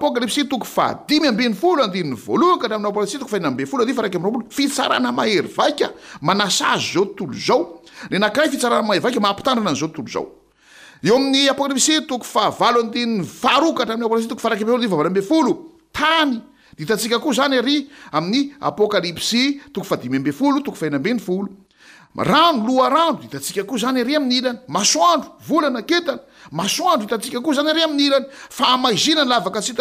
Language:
Malagasy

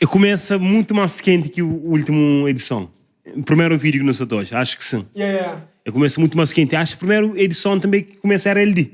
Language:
Kabuverdianu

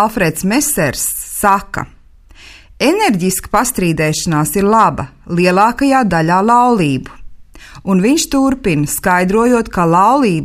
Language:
Latvian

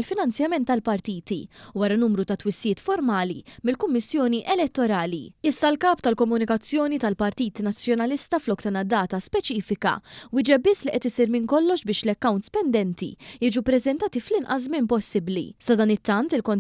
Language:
Maltese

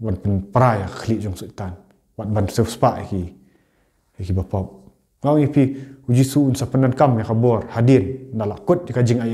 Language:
Khasi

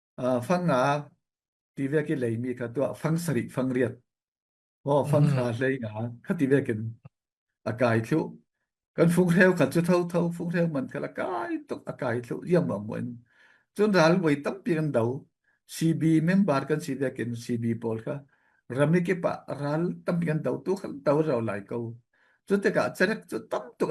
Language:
Falam Chin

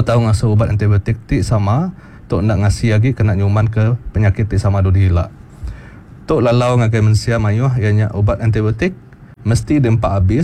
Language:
Iban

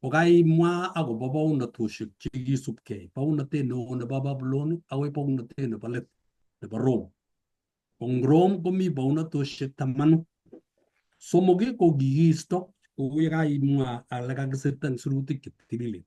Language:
Kalenjin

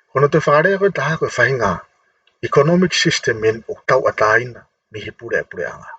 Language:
Tongan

